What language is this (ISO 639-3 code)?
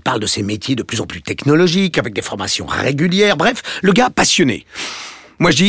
fra